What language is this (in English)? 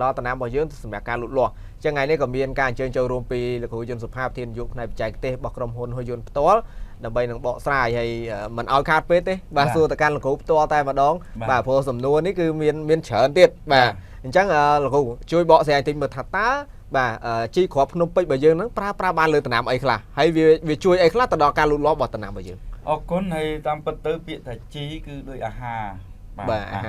Khmer